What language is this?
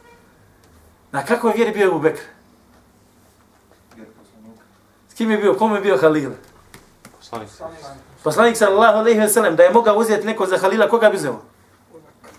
Bosnian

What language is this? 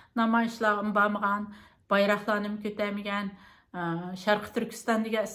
Uyghur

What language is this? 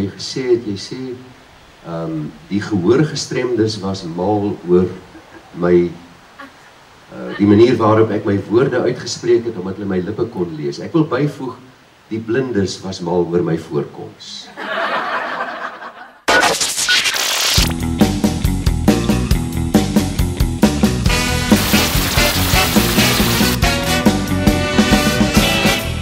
Afrikaans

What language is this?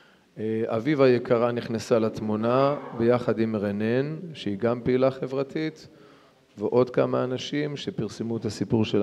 Hebrew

